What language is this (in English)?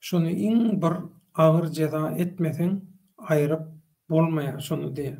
Turkmen